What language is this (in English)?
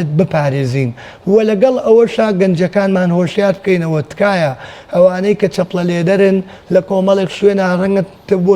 Central Kurdish